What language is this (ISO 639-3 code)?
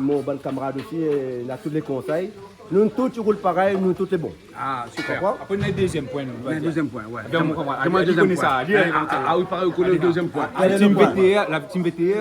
rcf